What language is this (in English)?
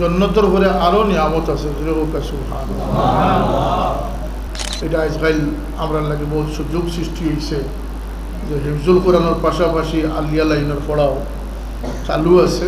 Sylheti